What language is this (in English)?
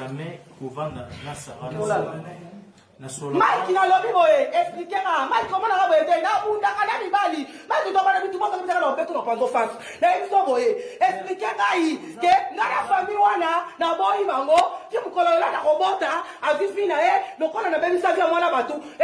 Lingala